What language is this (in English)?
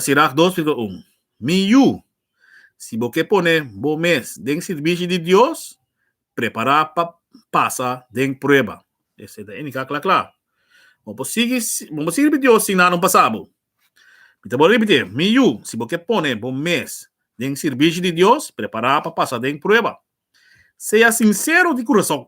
Papiamento